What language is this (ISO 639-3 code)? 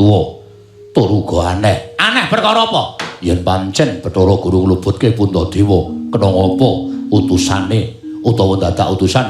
jav